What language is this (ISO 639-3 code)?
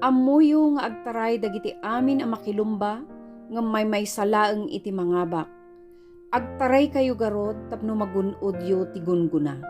ilo